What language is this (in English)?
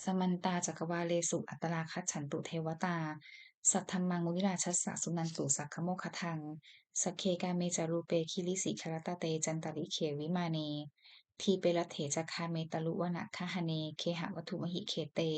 Pali